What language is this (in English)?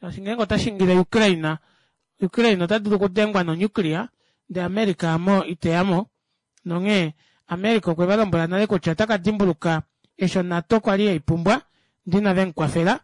Kuanyama